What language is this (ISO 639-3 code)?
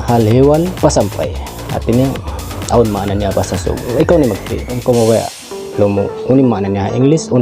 tsg